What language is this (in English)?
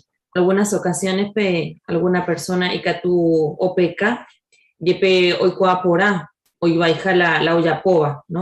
Guarani